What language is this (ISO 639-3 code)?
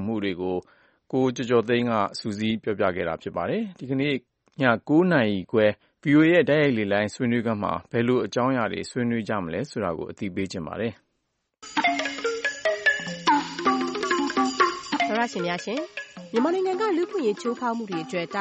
mya